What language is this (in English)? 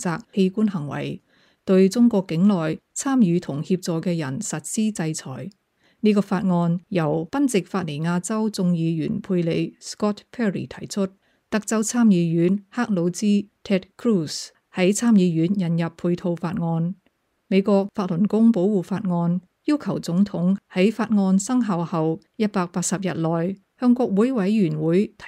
Cantonese